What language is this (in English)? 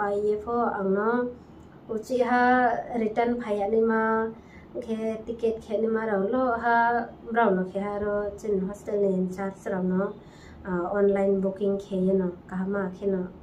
Riang (India)